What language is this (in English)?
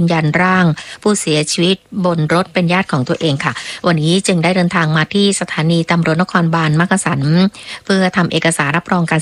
Thai